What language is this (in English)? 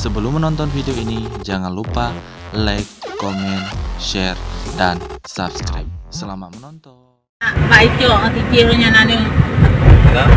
Achinese